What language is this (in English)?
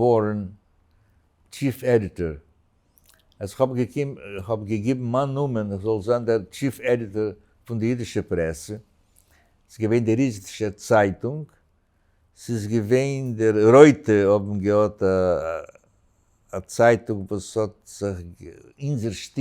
Yiddish